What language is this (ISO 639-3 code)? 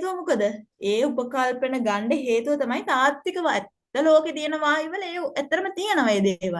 sin